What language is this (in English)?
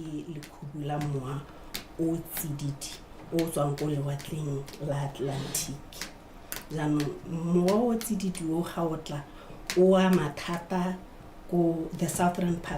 Tswana